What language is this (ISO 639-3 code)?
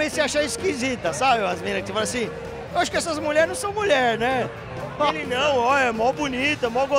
por